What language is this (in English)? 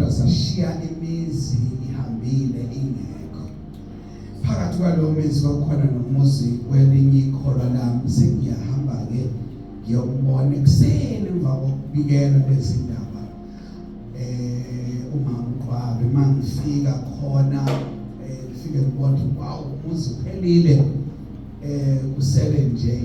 Zulu